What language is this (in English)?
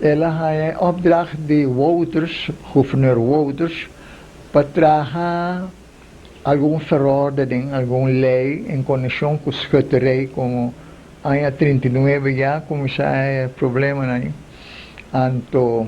Papiamento